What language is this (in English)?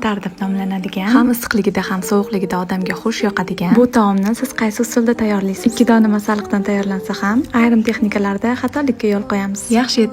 Uzbek